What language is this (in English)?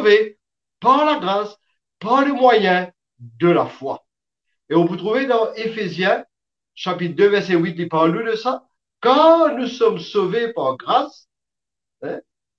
Morisyen